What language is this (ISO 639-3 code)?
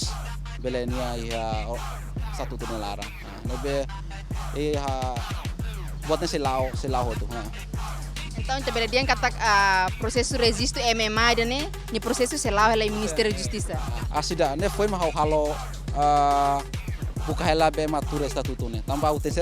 tet